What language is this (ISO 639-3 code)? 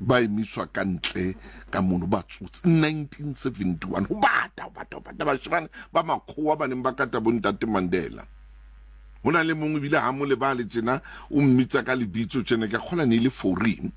sot